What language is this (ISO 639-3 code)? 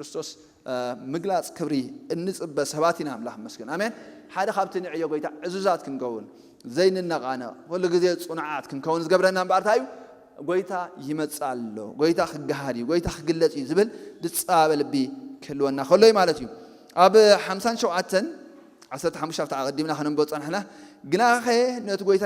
tir